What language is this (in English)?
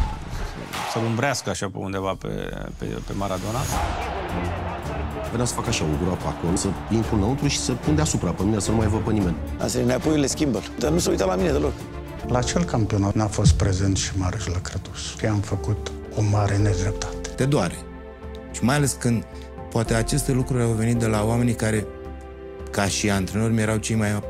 Romanian